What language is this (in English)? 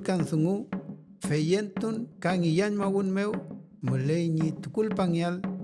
Mapuche